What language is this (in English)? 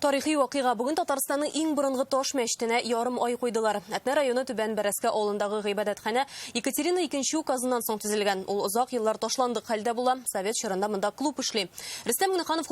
Tatar